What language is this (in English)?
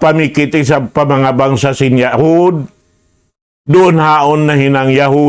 Tausug